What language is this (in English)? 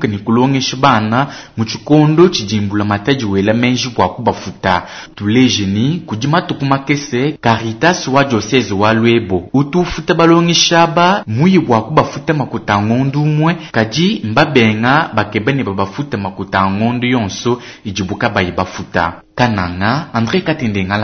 Luba-Lulua